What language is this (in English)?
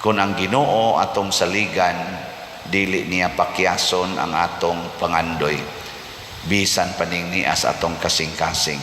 Cebuano